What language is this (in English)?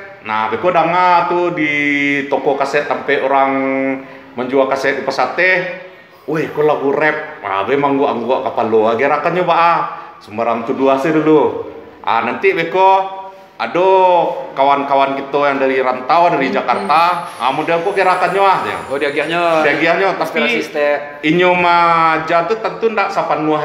Minangkabau